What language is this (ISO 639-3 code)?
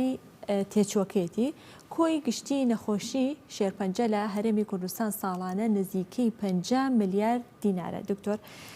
ckb